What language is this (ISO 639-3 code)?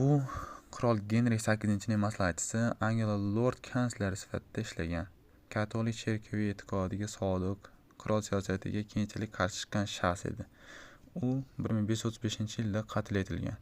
uzb